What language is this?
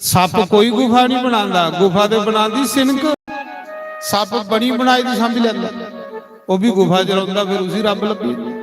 Dogri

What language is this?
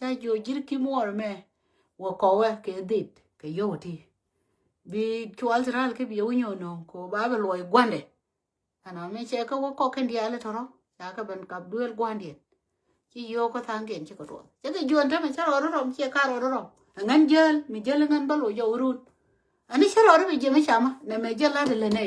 Nuer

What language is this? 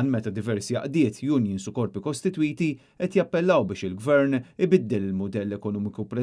Maltese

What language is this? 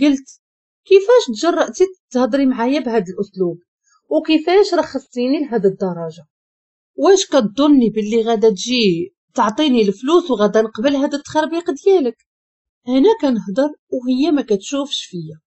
Moroccan Arabic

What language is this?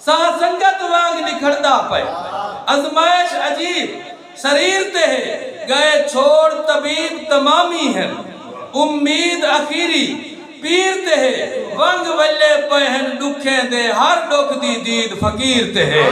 Saraiki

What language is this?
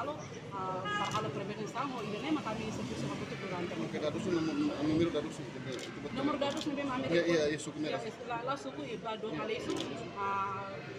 Tetum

